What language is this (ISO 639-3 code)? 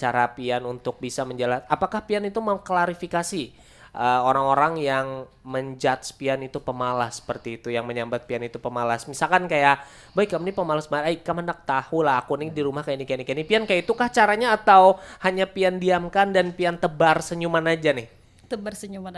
bjn